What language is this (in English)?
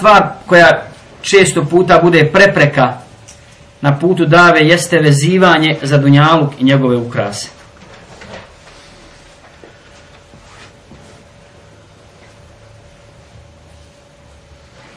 Bosnian